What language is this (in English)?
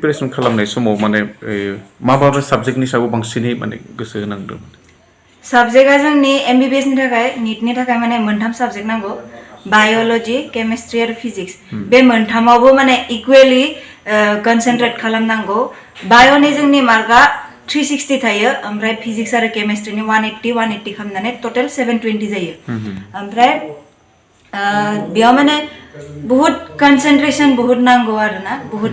Bodo